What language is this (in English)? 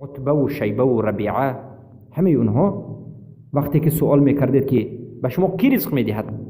Persian